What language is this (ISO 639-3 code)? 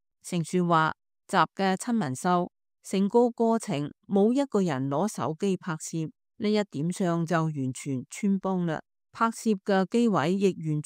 yue